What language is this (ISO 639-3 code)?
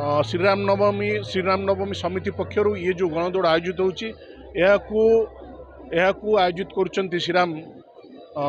ori